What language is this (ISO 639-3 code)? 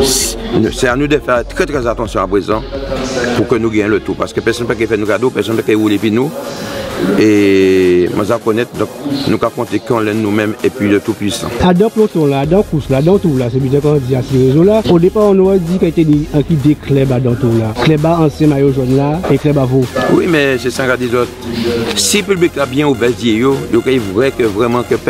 gcf